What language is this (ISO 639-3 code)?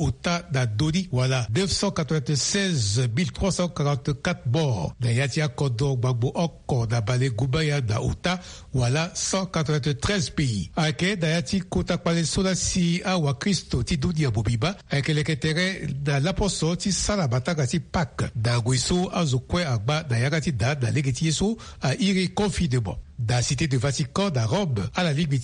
sag